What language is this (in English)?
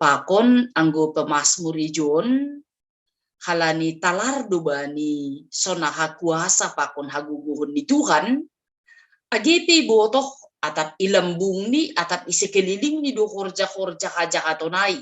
Batak Simalungun